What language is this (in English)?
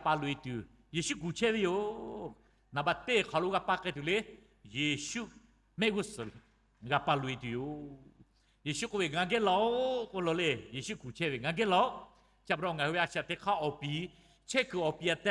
Lahu